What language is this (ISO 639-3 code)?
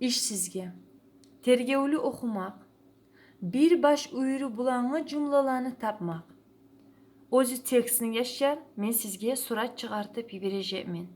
kum